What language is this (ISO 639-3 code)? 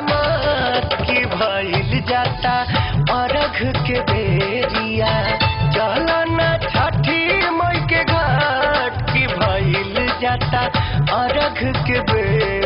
bho